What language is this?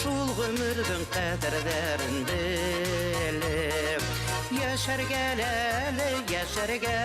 Bashkir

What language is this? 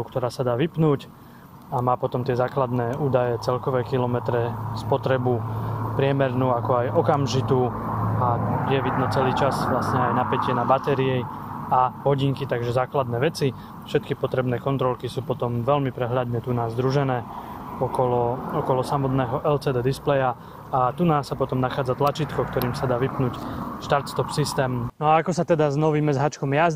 Slovak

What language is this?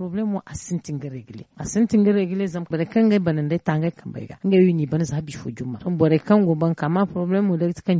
Zarma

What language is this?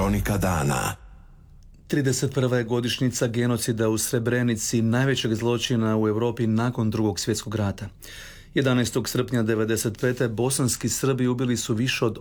Croatian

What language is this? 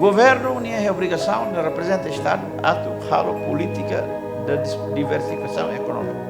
Tetum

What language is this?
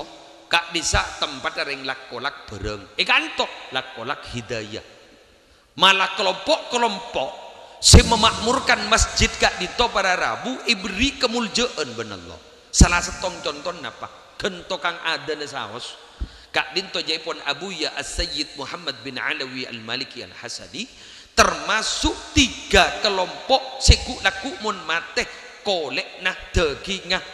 Madurese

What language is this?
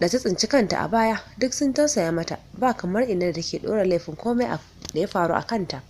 Hausa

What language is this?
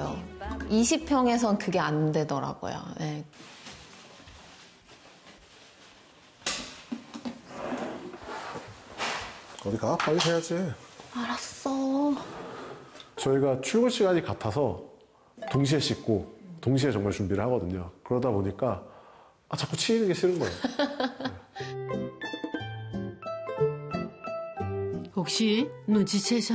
Korean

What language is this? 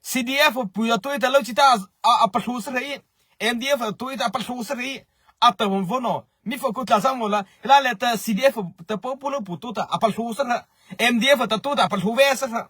Mara Chin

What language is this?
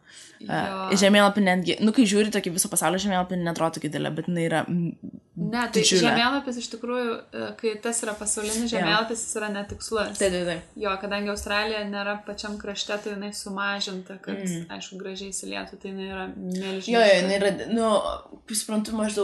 Lithuanian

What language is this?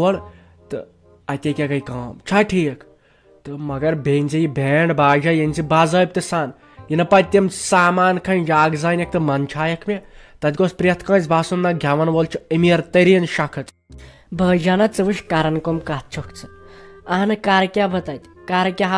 Kashmiri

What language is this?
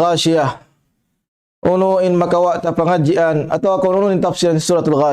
Tausug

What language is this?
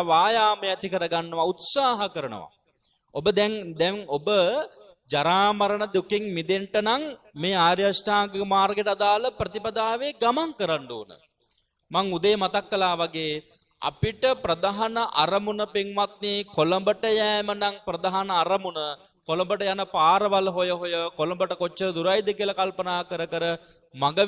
Sinhala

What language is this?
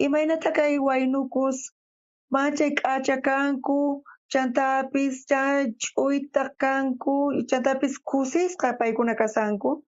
South Bolivian Quechua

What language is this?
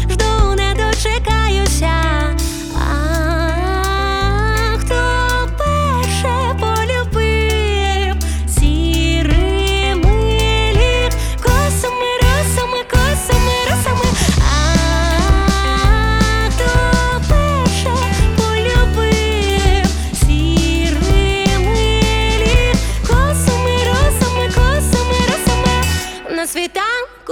Ukrainian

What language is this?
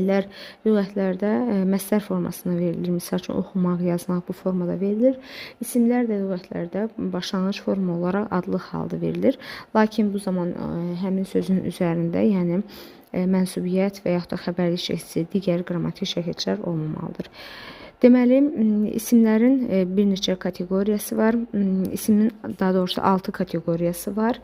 Azerbaijani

